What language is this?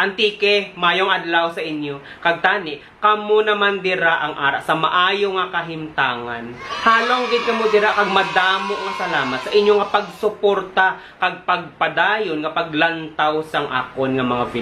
Hiligaynon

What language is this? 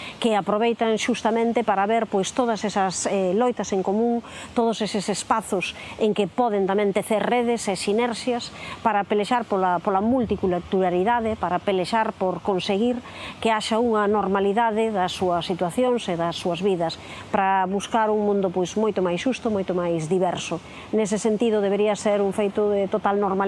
Galician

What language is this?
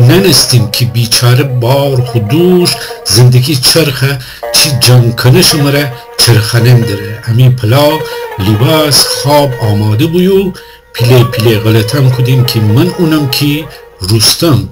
Gilaki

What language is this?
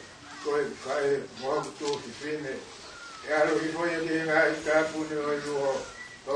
Tongan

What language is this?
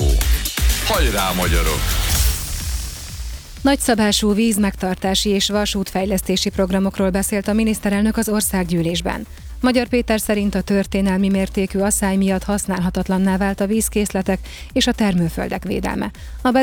Hungarian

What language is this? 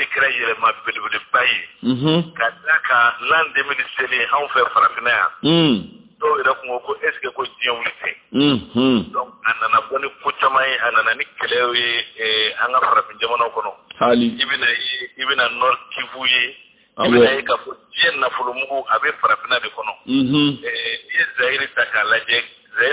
Bambara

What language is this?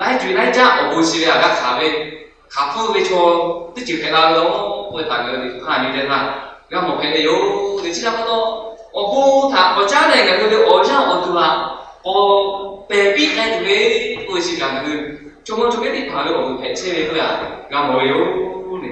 Lahu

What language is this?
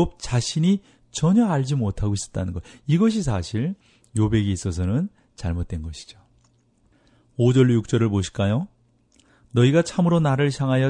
Korean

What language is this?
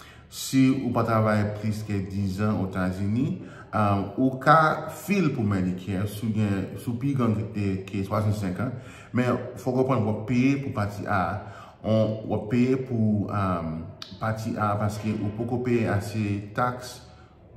Haitian Creole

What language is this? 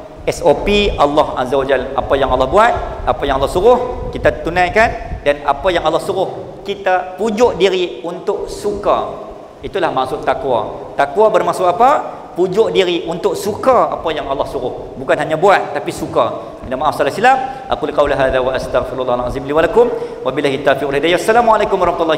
Malay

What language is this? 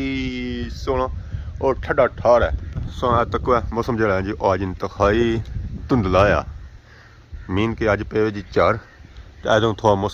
Pahari-Potwari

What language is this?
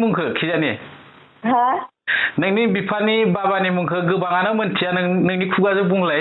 Bodo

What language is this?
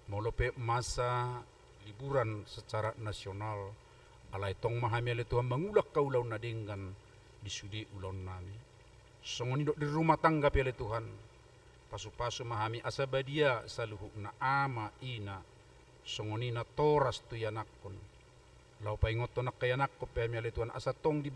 Batak Toba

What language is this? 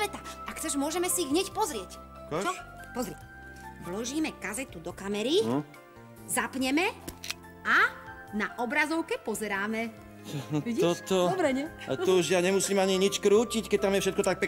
Slovak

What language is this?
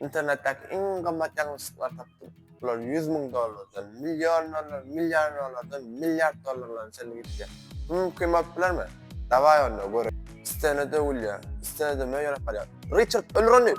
Turkmen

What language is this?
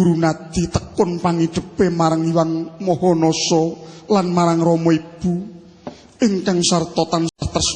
Javanese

